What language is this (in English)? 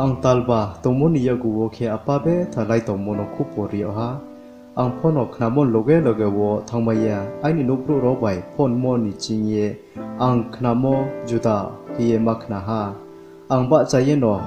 Riang (India)